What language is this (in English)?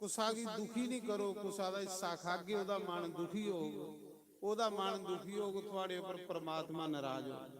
Dogri